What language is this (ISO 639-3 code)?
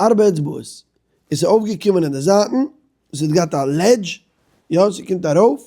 yid